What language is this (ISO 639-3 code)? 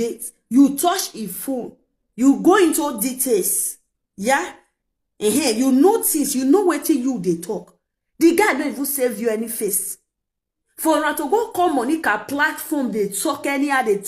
pcm